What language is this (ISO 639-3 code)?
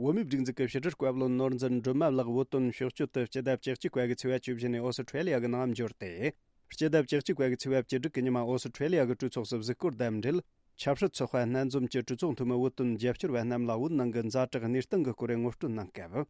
bod